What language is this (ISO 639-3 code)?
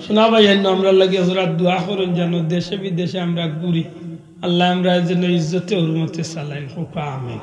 syl